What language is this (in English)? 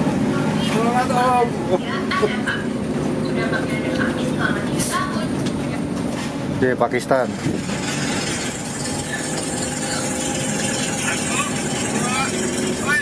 Indonesian